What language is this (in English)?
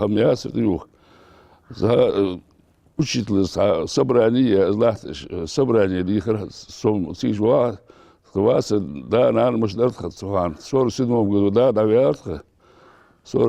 Ingush